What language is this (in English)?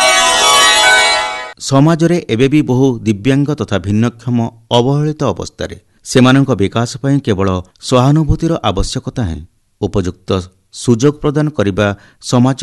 Odia